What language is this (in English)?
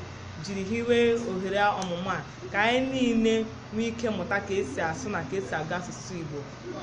Igbo